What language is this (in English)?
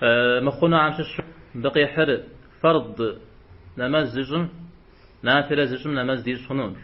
Kabardian